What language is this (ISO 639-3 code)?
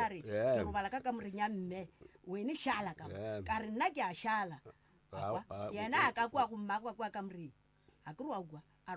nso